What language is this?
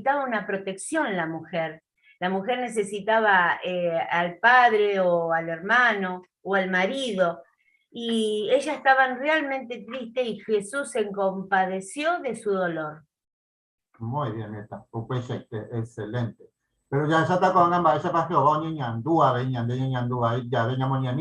Guarani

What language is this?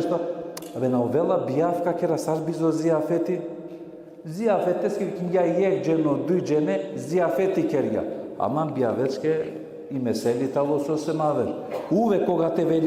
Balkan Romani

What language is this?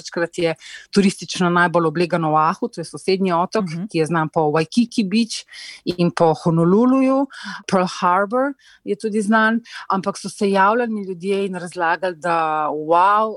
Slovenian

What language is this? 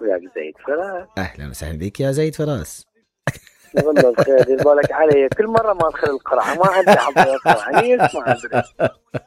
Mesopotamian Arabic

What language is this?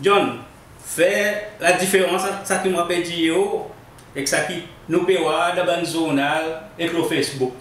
Seselwa Creole French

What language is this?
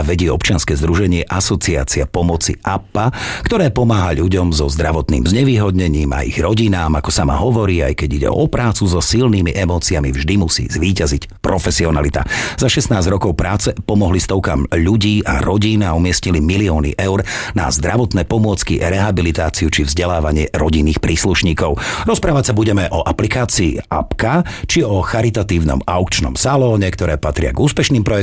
Slovak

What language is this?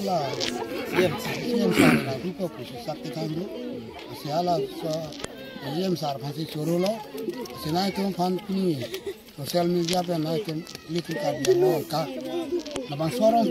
Karbi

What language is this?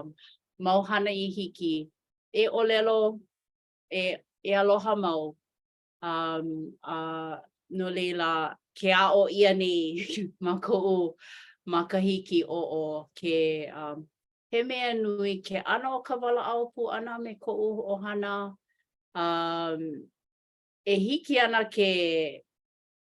Hawaiian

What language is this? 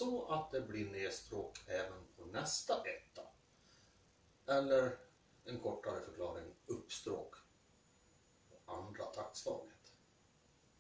Swedish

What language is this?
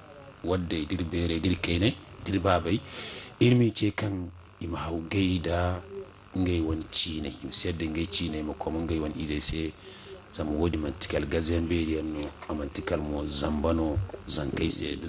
Zarma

